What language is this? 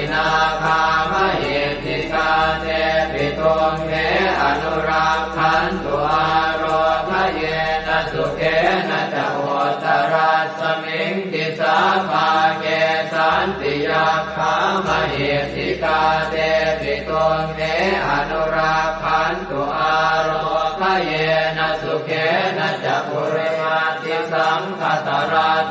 Pali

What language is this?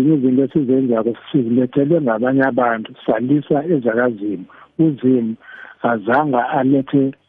South Ndebele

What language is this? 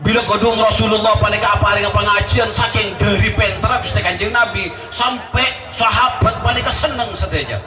Madurese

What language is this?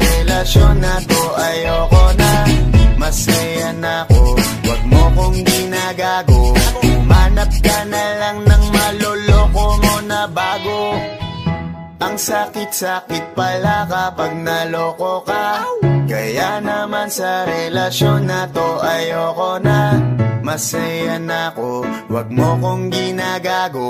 Filipino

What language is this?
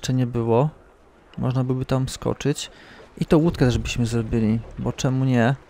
Polish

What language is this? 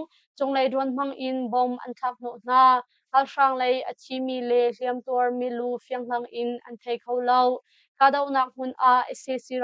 Hakha Chin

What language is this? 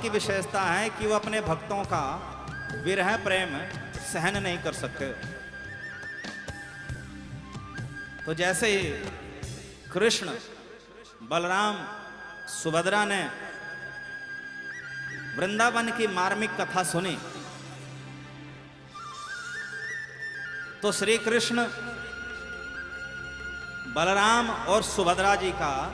Hindi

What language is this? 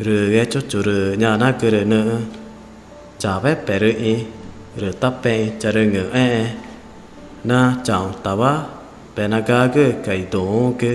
Ticuna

